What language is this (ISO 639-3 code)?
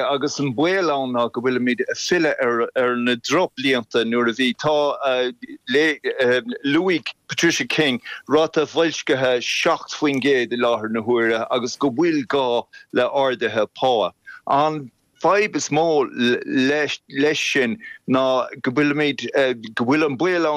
gle